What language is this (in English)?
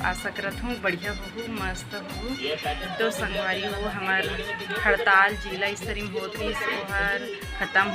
Chhattisgarhi